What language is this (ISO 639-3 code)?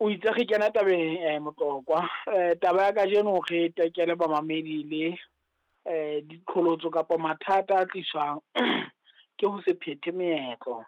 sot